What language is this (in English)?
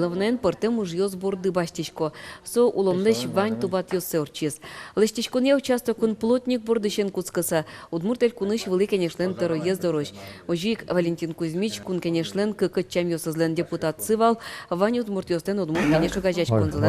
Udmurt